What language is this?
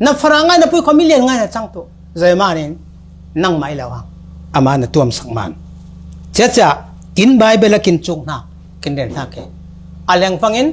Falam Chin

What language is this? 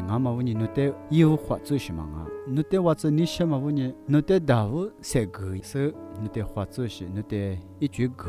Lisu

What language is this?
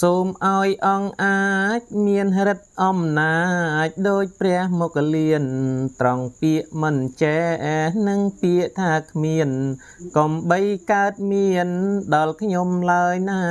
Khmer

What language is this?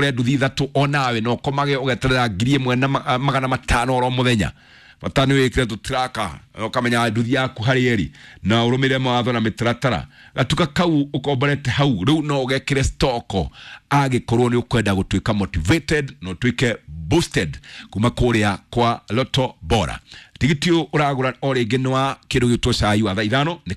Kikuyu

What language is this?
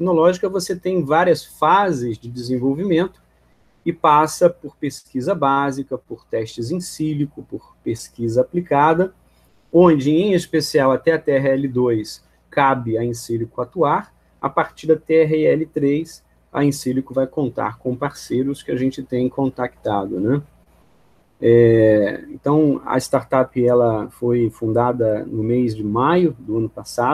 Portuguese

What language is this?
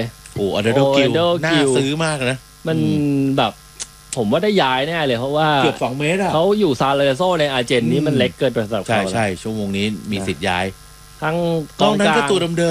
Thai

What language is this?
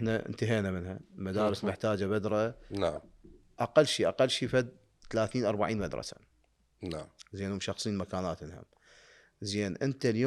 Mesopotamian Arabic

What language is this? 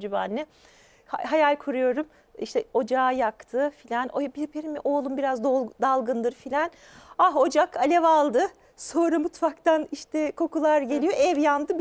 Turkish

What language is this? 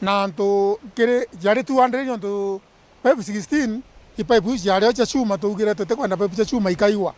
Meru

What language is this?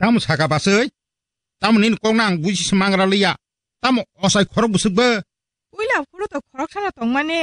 Kok Borok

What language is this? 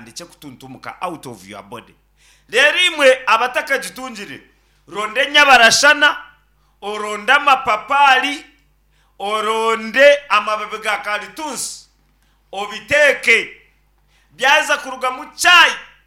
Nyankole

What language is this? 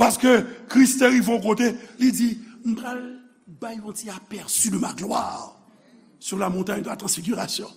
Haitian Creole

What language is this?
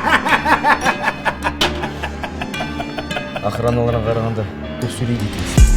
Kazakh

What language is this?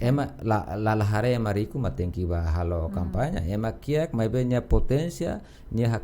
Tetum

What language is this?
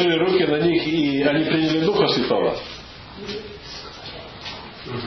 Finnish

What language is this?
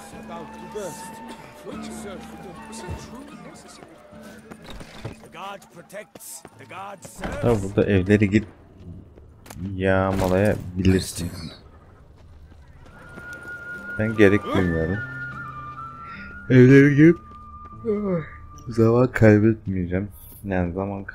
Turkish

